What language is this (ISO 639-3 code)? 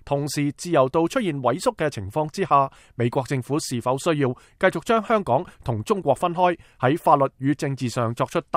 yue